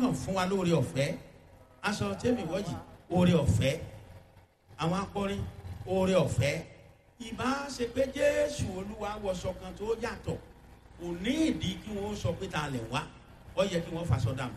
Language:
Yoruba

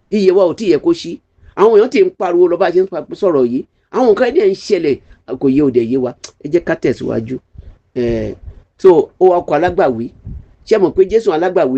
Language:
Yoruba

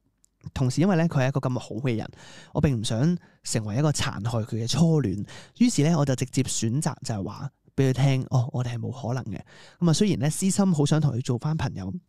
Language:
Cantonese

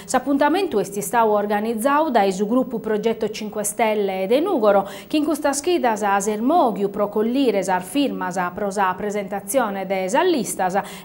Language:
Sardinian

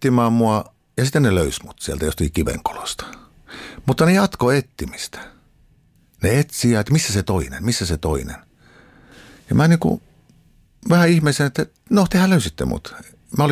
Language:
Finnish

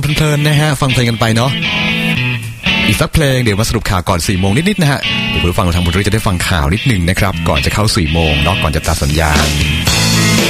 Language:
Thai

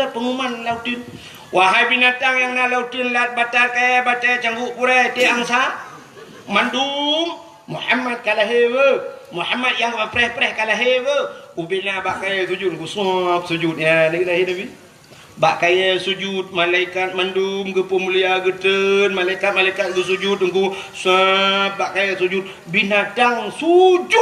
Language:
Achinese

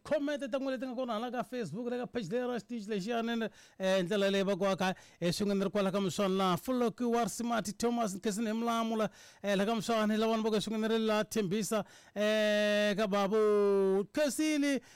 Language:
Tsonga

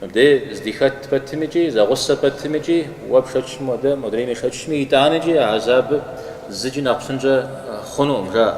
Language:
Kabardian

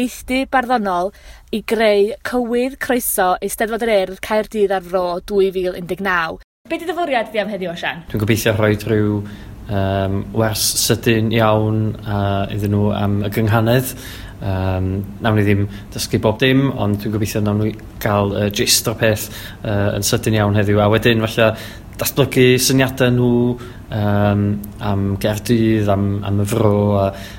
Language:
Welsh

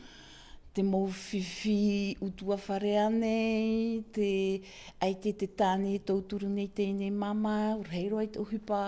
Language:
Tahitian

